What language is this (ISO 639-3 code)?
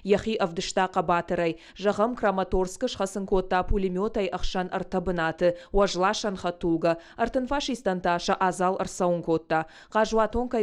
oss